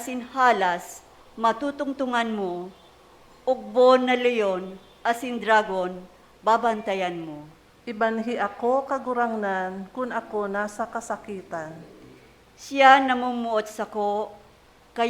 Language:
Bikol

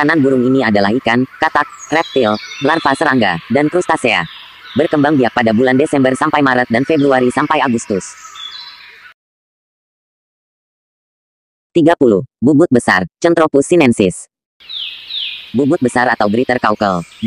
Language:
Indonesian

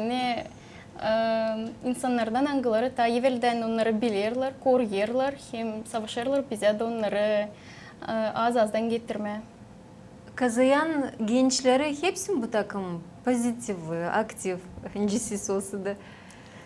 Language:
Gagauz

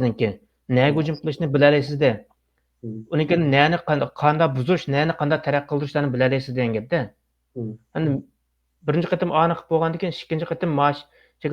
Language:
Uyghur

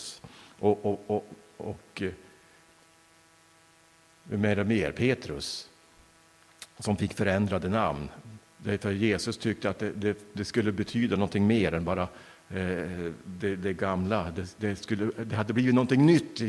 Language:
Swedish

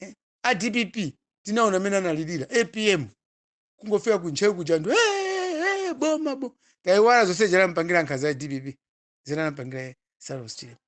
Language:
Nyanja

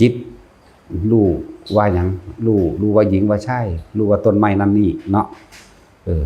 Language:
Northeastern Thai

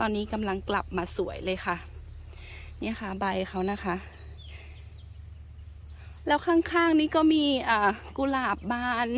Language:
Thai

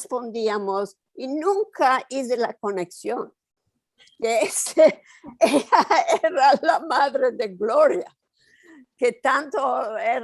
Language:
Ladino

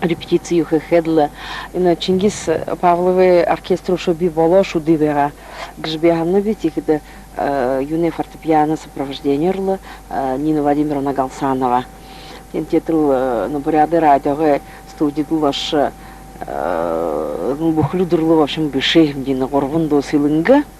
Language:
Buriat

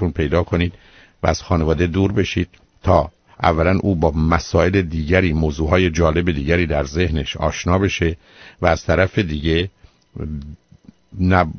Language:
Persian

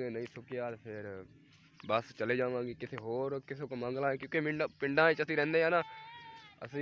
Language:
Punjabi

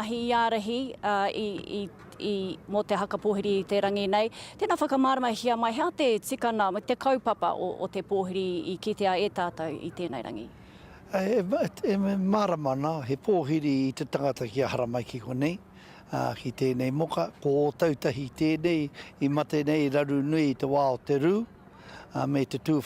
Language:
Māori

